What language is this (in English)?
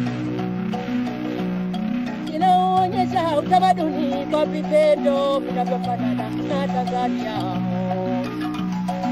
Swahili